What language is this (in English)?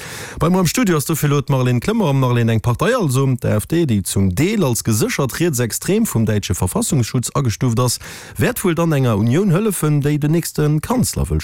Luxembourgish